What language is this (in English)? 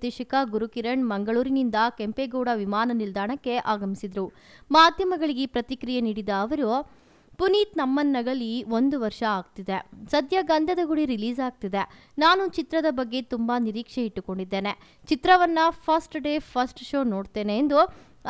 Kannada